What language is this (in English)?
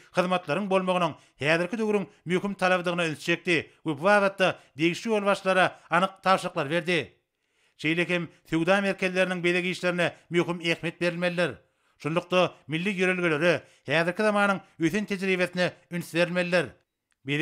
Turkmen